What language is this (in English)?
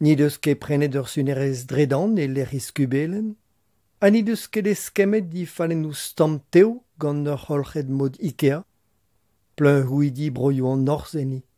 Breton